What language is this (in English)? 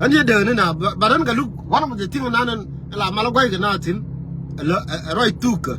Nuer